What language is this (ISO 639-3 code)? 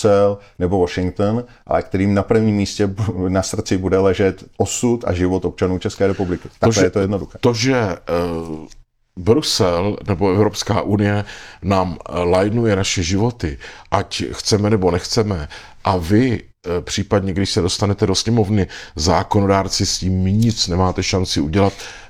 ces